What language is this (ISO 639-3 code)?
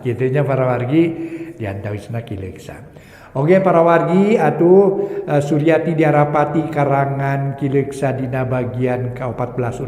sun